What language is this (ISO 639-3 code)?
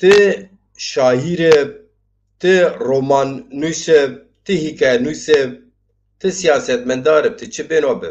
zza